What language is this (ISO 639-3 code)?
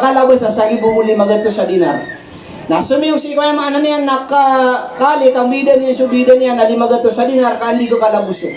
mrw